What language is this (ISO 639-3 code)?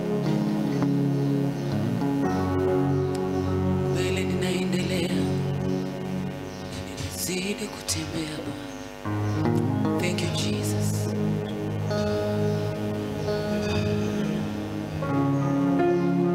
swa